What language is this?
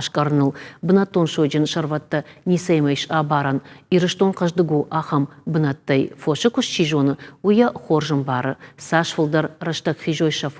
Ossetic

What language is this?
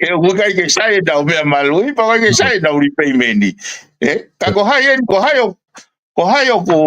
Tongan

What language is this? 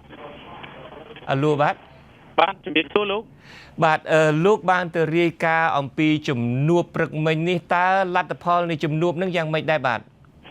Khmer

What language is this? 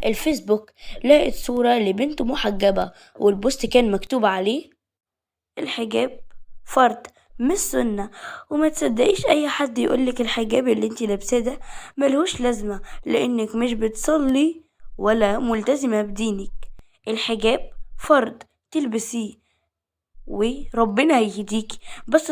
Egyptian Arabic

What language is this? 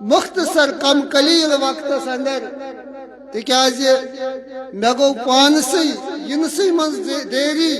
Kashmiri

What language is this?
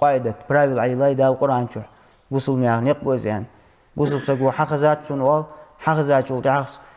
Ingush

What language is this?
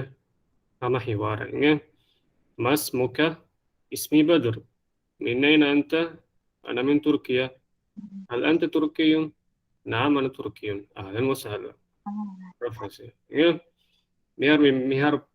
Divehi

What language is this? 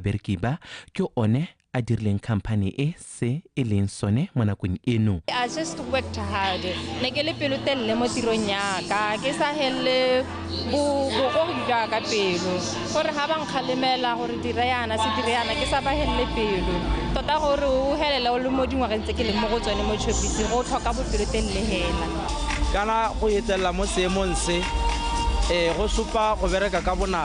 Tswana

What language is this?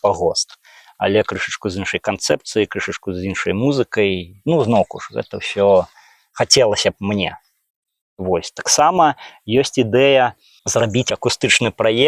Belarusian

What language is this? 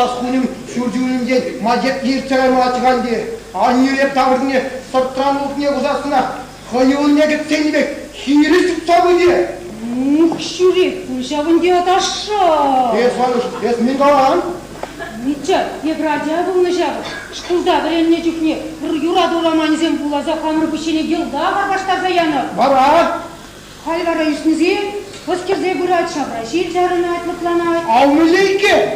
Chuvash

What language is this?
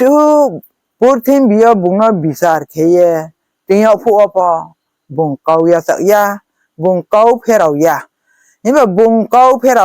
Riang (India)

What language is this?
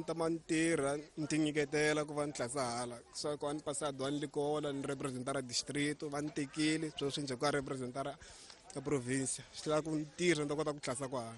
Tsonga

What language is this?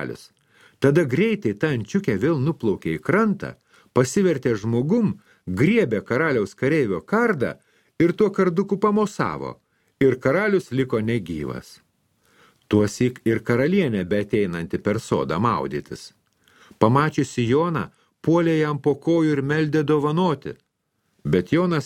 Lithuanian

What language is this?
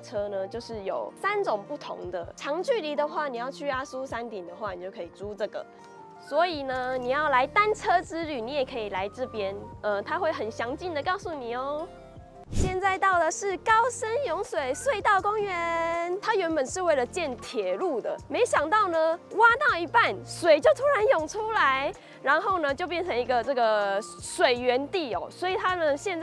Chinese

